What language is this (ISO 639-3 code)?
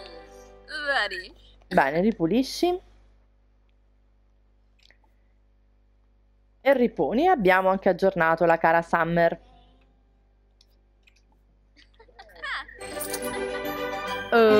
ita